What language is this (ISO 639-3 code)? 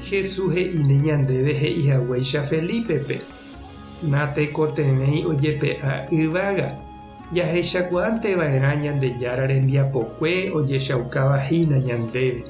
grn